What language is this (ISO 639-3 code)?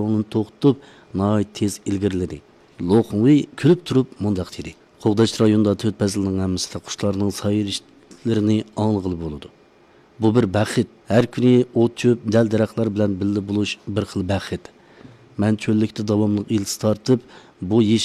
uig